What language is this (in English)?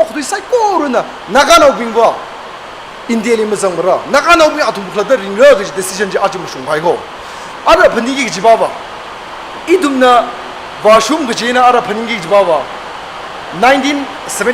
Tangkhul Naga (India)